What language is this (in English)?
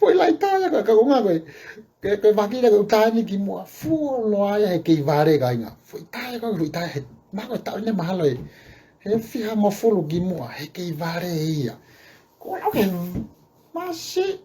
Tongan